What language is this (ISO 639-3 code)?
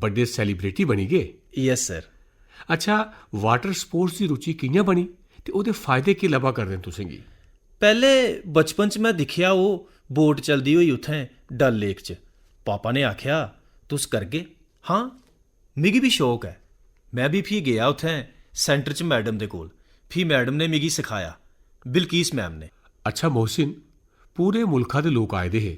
doi